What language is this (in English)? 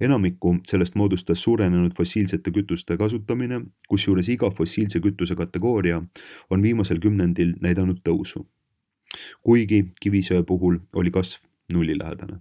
Estonian